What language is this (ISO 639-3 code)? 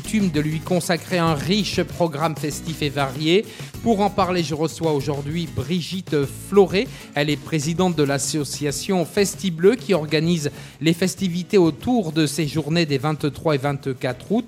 fra